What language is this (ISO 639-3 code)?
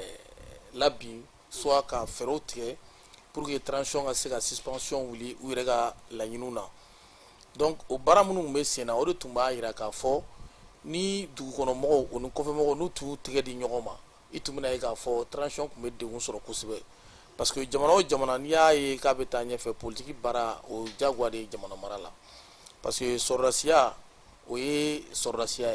bam